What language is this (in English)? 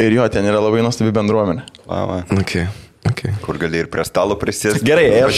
Lithuanian